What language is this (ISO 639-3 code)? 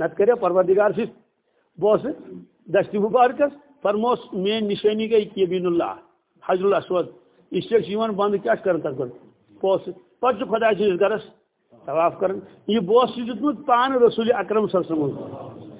kas